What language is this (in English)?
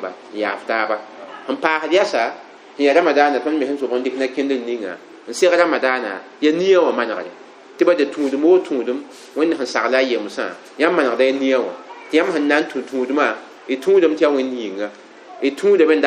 Mossi